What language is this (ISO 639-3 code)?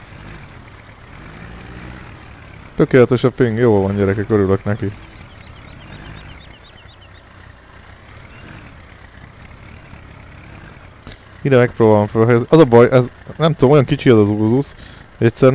hun